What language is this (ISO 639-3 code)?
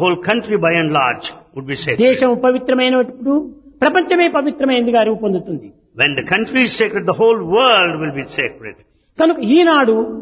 tel